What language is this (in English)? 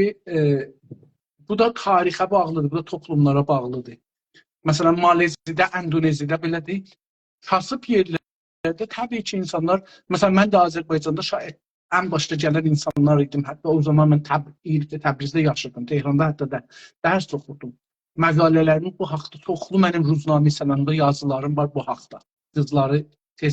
South Azerbaijani